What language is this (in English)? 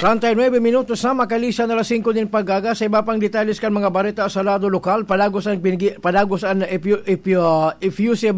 Bikol